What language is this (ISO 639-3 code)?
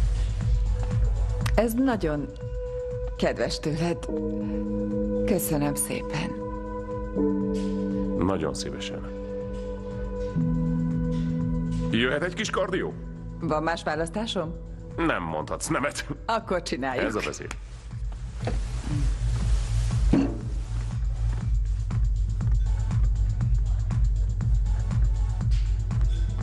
hun